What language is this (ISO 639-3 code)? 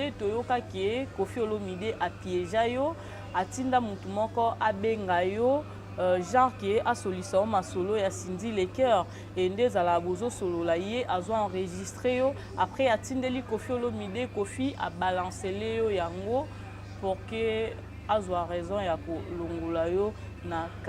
lin